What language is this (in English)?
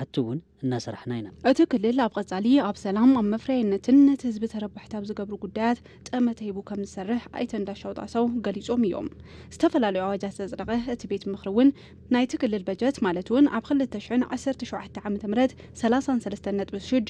Tigrinya